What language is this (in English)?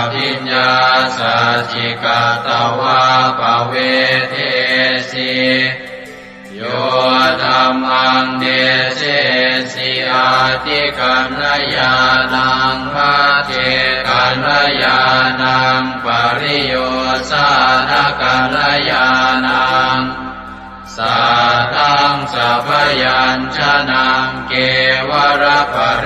Pali